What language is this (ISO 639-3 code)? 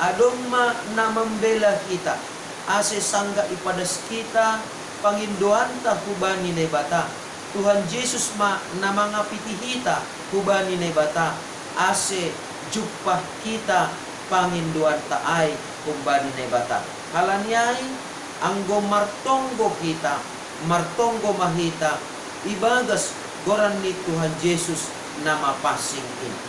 bts